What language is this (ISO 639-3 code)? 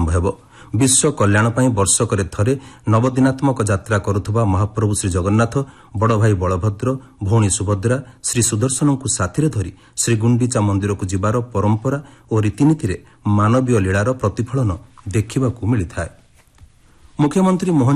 ori